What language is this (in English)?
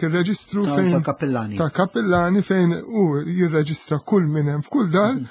Maltese